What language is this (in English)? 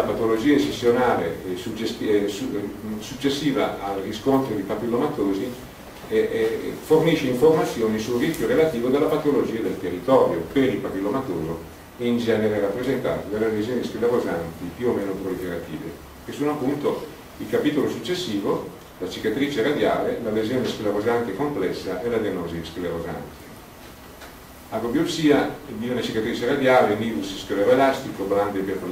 Italian